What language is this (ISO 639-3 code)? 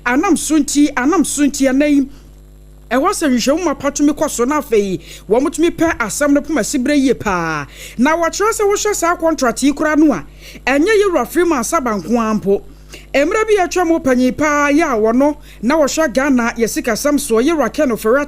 aka